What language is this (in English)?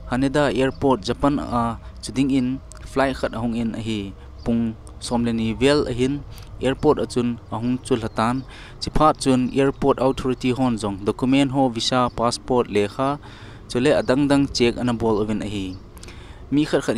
Thado Chin